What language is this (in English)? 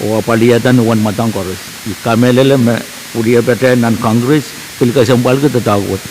Pohnpeian